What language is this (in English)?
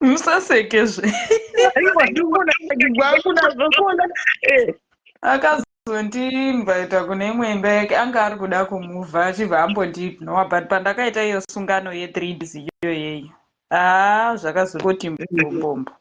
Shona